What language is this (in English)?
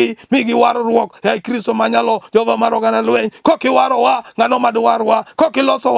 Luo (Kenya and Tanzania)